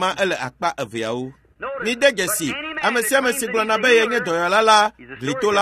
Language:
Ewe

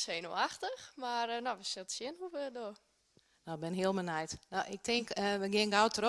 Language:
Western Frisian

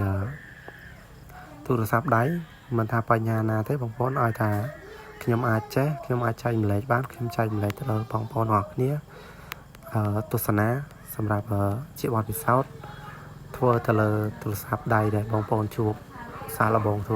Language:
Khmer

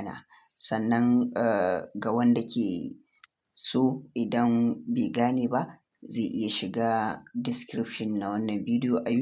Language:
Hausa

